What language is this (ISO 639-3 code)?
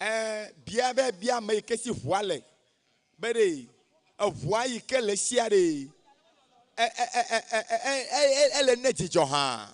ewe